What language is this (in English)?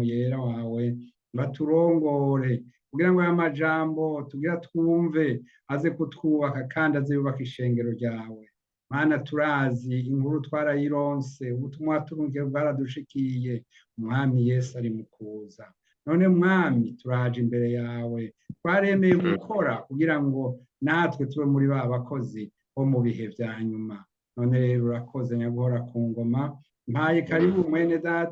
Rundi